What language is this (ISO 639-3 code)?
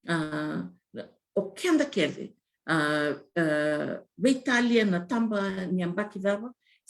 fij